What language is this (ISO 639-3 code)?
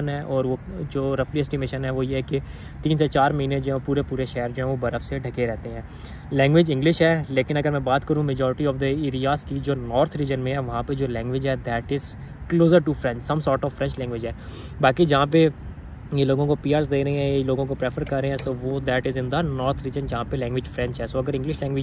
hin